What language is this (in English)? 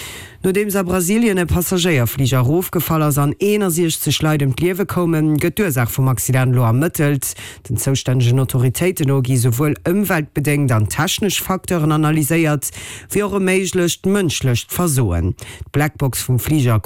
Luxembourgish